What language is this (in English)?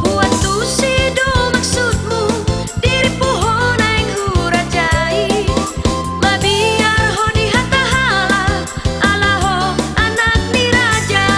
Batak Toba